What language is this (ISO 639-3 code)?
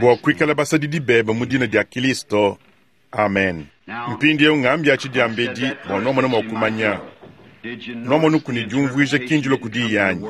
lua